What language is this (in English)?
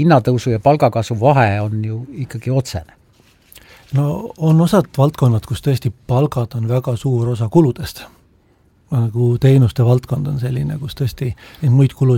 Estonian